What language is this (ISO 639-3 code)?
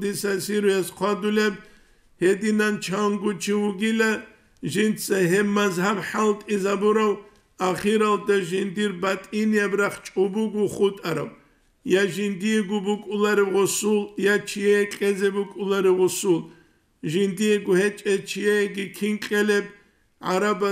ava